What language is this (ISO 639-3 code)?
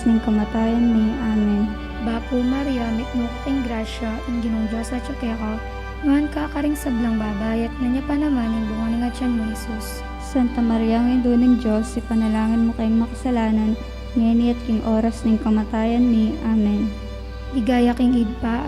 pam